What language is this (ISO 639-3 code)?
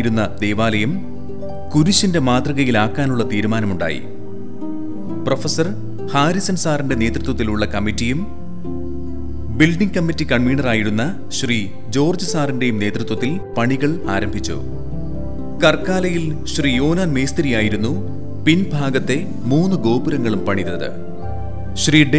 mal